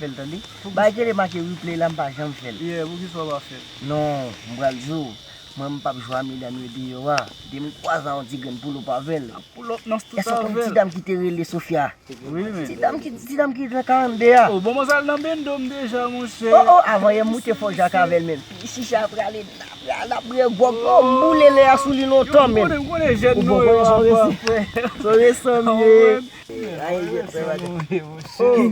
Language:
Haitian Creole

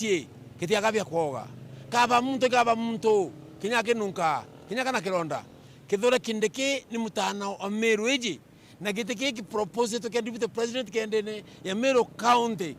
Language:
Meru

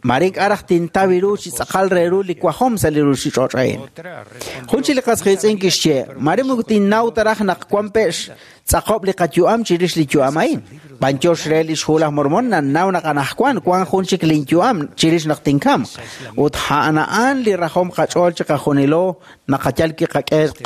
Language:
Kekchí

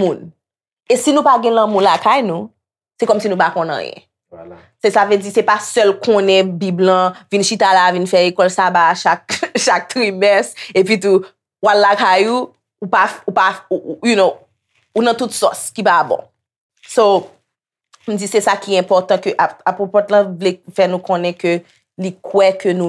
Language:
Haitian Creole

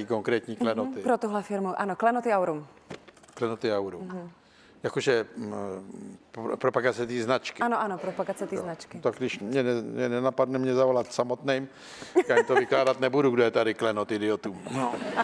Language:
Czech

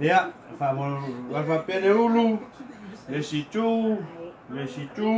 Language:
Samoan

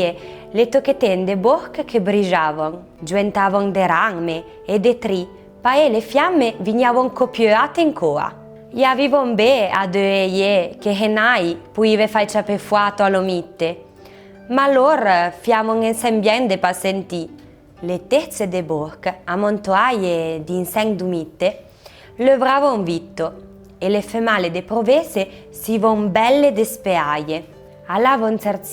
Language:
Arpitan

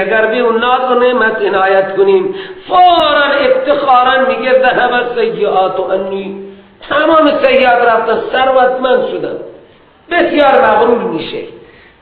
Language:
Persian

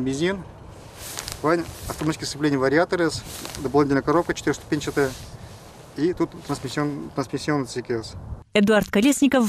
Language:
Udmurt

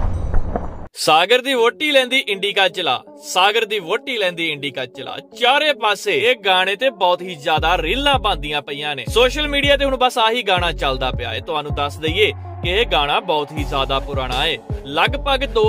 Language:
Punjabi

